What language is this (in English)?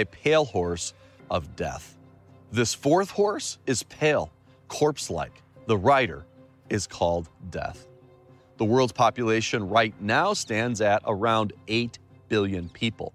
English